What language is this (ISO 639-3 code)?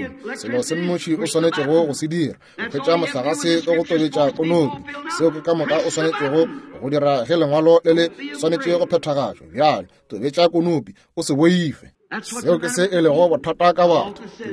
nso